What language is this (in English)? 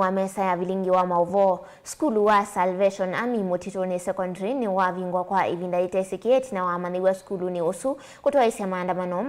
Kamba